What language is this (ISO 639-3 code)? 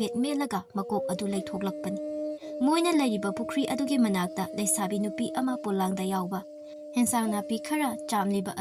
mni